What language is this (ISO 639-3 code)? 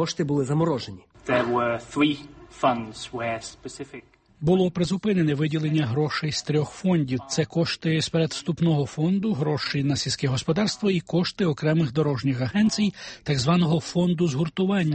ukr